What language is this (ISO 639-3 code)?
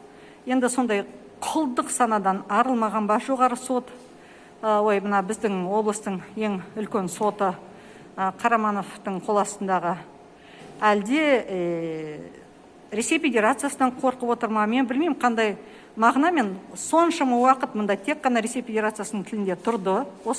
kaz